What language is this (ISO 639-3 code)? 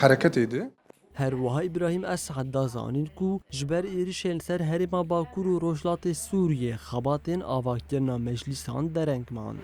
kur